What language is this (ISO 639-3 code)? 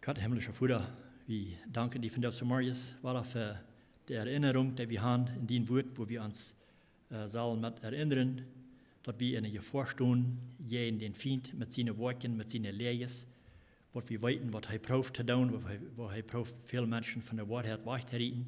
pdt